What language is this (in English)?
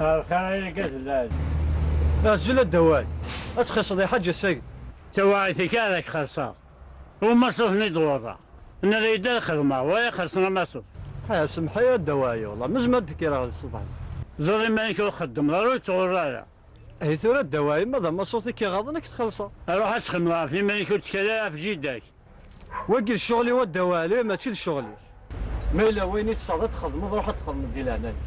Kabyle